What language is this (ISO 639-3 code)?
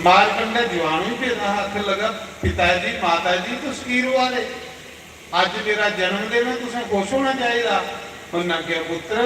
doi